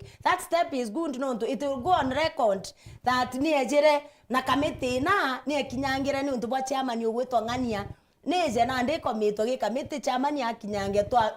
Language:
Meru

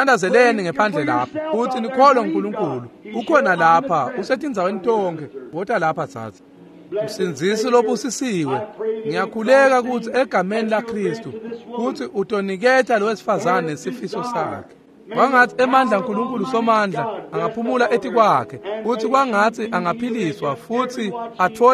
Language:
Swati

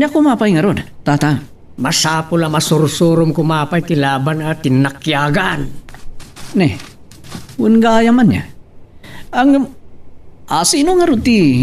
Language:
Iloko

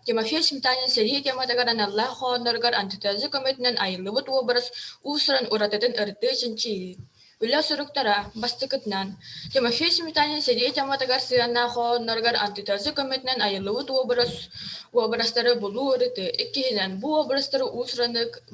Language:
Yakut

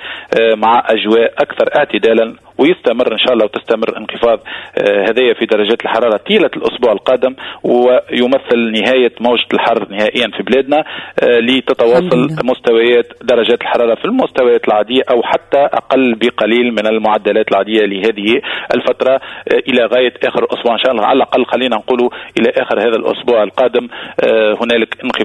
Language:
Tunisian Arabic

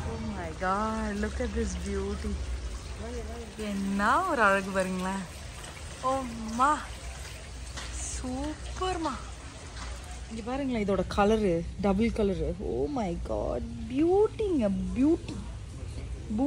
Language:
Tamil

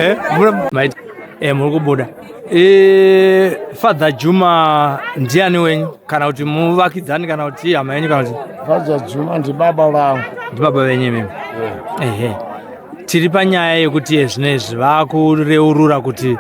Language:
Shona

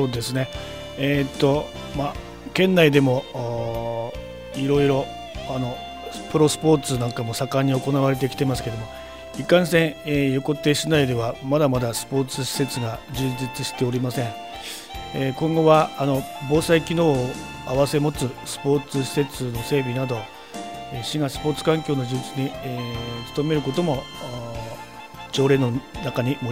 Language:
Japanese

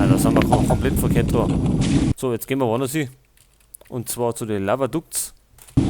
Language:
Bavarian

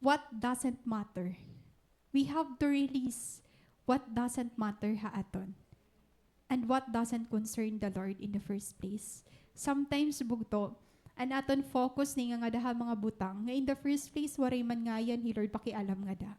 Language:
Waray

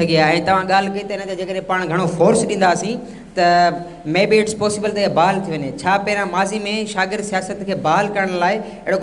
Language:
Sindhi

